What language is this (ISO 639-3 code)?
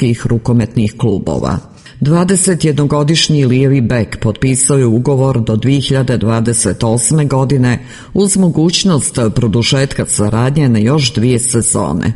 srp